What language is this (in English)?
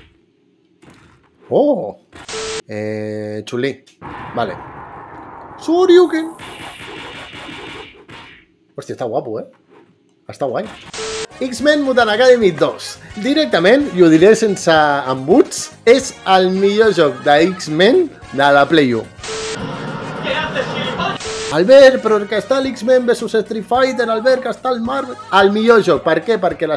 Catalan